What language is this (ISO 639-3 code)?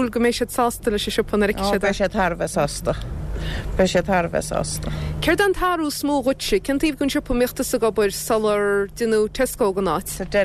gle